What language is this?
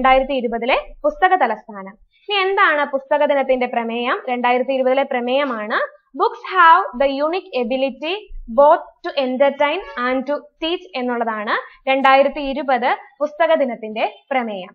Malayalam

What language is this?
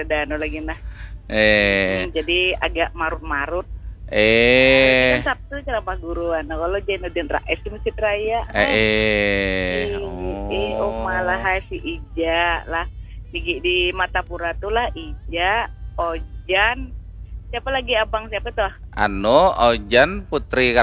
Banjar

